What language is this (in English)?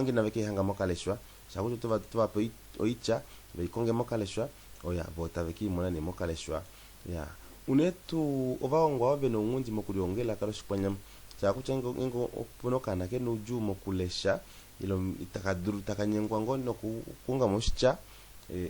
Kuanyama